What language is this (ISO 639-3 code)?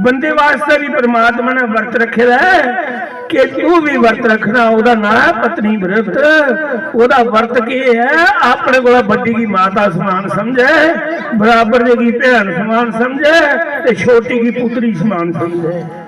doi